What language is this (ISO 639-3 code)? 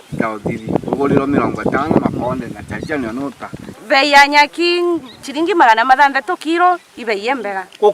mer